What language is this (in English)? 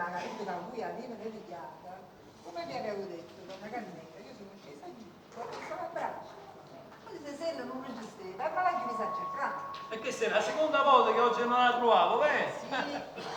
Neapolitan